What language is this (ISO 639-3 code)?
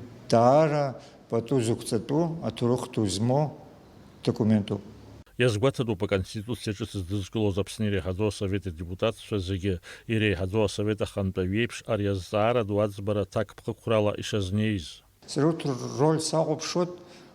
abk